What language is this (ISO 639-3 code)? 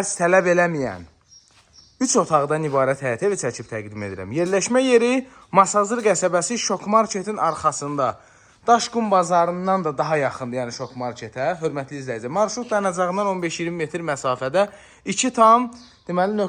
aze